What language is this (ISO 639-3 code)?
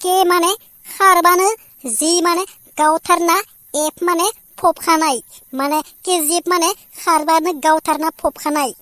brx